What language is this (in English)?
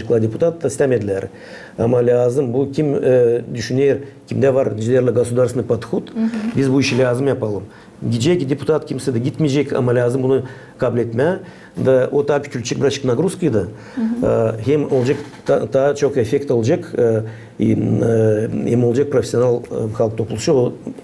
Gagauz